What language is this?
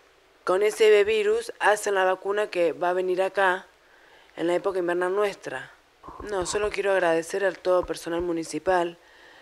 Spanish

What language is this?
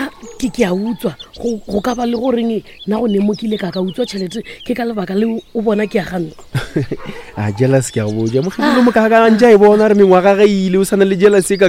Northern Sotho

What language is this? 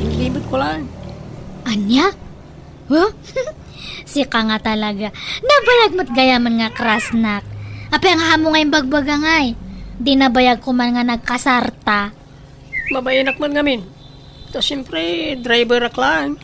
Iloko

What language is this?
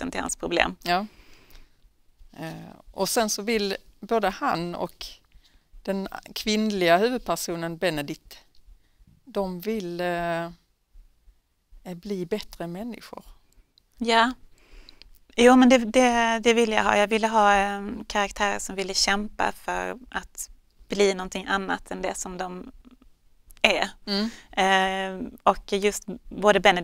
Swedish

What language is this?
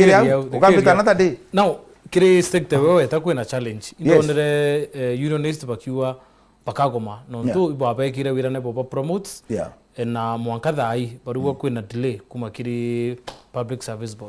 Meru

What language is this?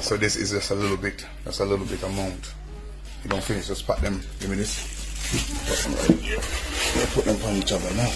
Jamaican Creole English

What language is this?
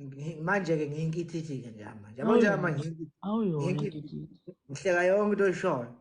Zulu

